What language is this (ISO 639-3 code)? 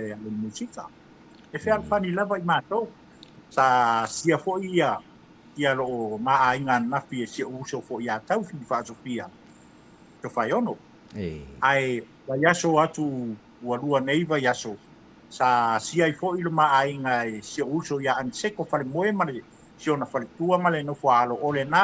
smo